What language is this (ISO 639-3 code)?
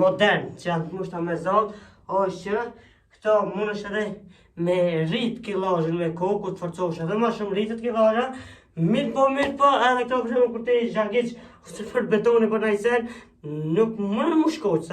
sqi